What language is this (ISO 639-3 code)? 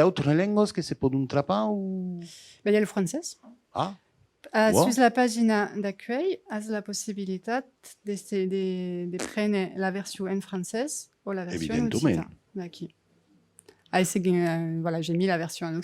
oci